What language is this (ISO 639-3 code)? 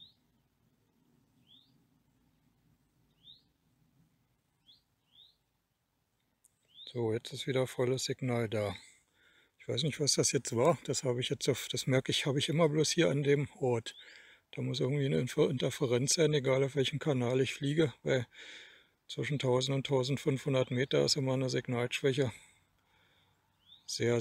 deu